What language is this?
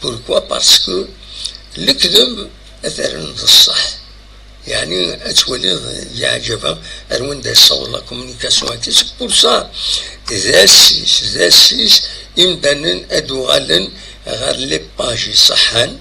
Kabyle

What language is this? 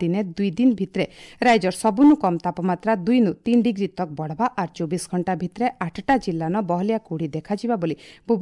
Odia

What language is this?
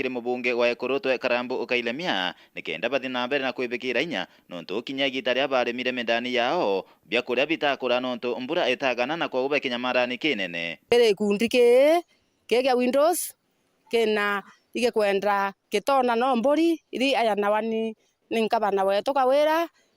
Meru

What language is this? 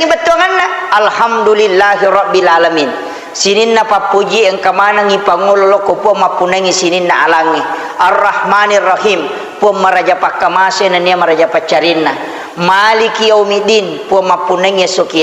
Buginese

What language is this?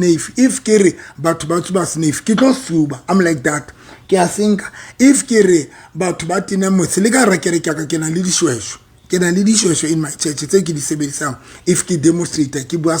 Southern Sotho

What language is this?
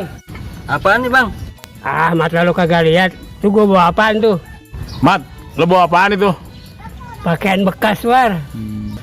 Betawi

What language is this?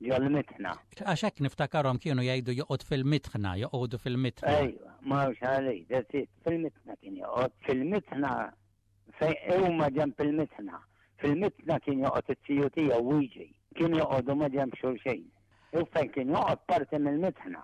Maltese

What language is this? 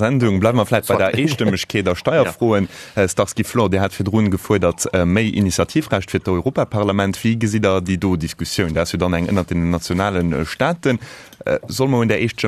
Luxembourgish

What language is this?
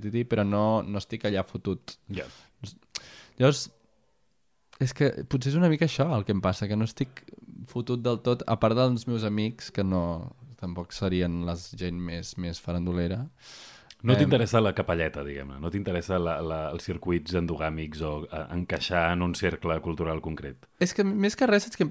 Catalan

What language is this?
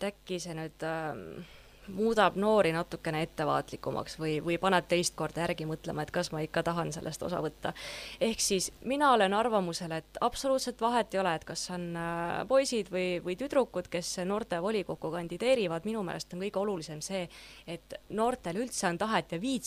Estonian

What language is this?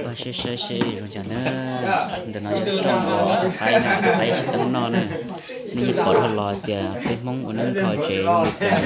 Hmong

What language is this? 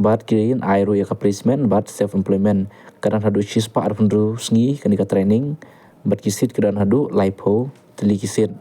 Khasi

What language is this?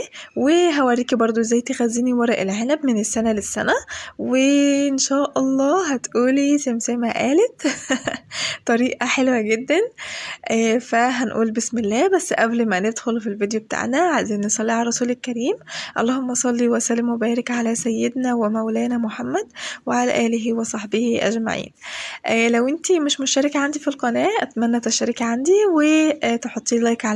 Egyptian Arabic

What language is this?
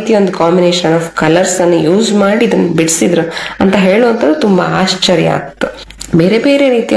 Kannada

